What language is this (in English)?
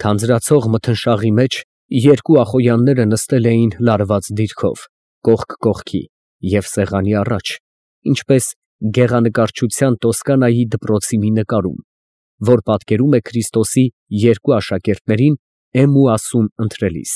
Armenian